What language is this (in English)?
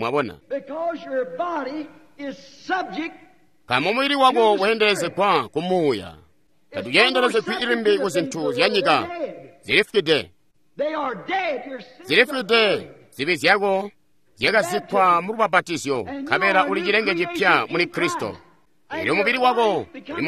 Tonga (Zambia)